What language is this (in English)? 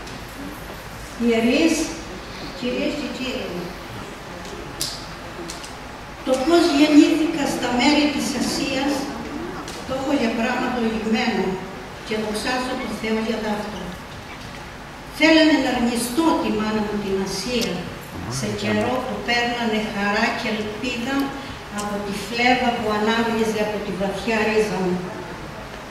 Greek